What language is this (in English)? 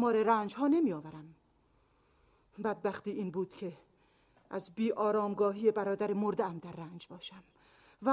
Persian